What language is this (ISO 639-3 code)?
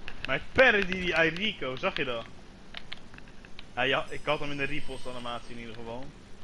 nld